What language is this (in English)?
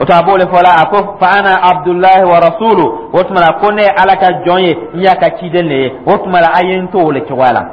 Dyula